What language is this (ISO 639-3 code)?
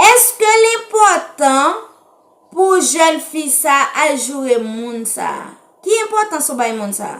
hat